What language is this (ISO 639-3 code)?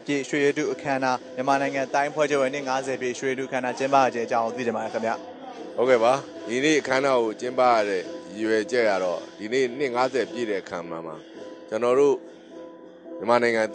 mya